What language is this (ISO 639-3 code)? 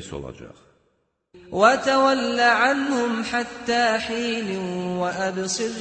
aze